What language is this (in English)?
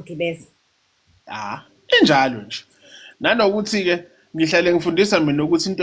Zulu